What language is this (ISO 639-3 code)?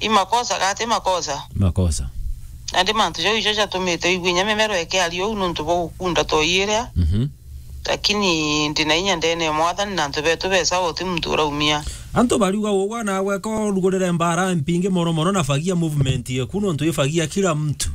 mer